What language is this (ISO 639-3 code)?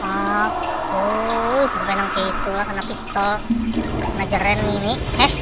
bjn